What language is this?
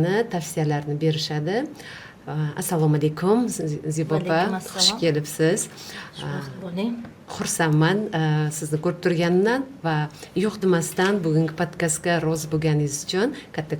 Uzbek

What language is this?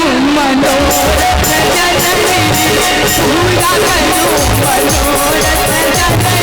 Maithili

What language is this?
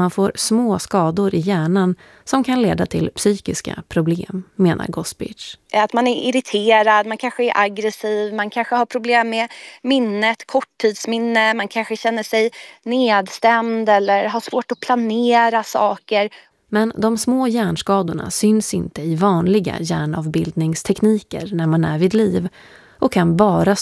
Swedish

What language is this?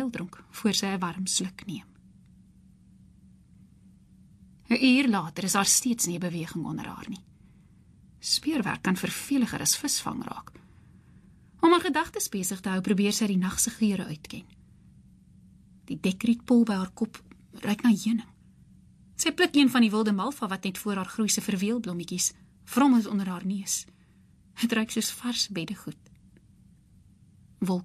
Afrikaans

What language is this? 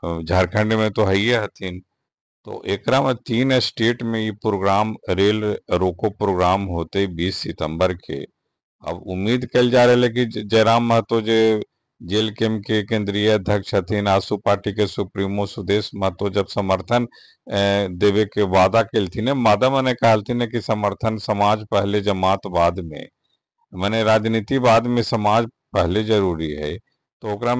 Magahi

